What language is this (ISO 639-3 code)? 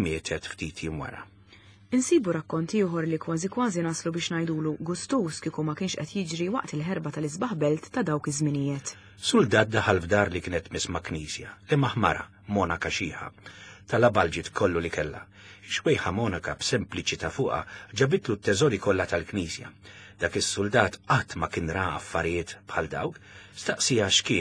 mlt